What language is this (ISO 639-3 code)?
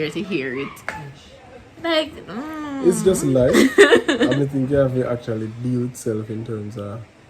jam